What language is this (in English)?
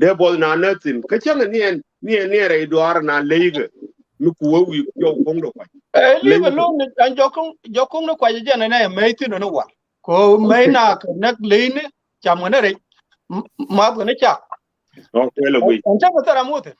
Nuer